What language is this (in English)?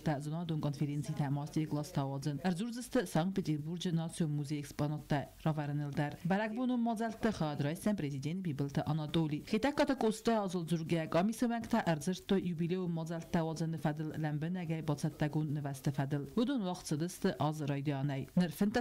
Ossetic